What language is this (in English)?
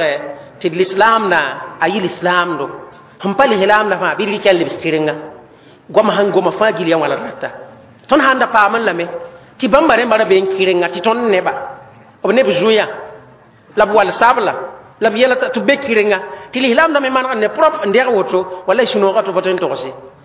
Mossi